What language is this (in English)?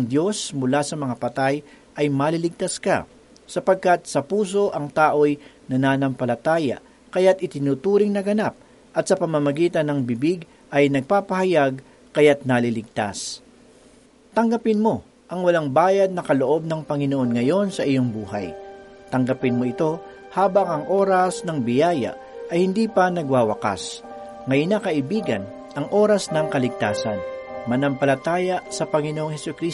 Filipino